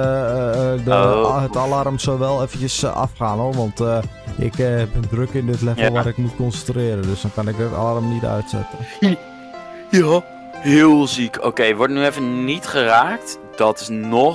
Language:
Dutch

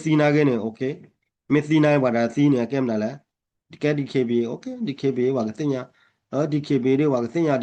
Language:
S'gaw Karen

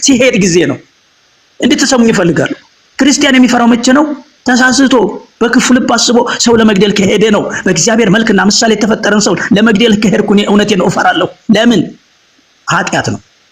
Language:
Amharic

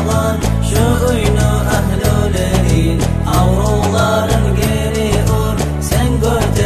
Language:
Kumyk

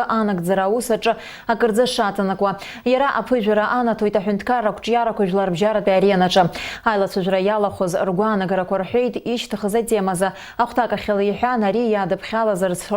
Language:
Abkhazian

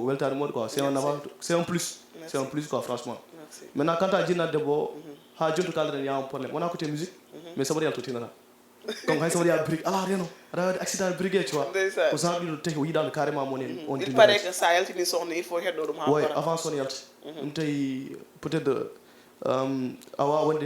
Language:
Fula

